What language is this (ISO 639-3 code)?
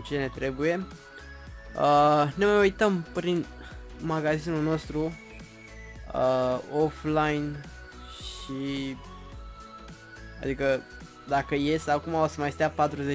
ron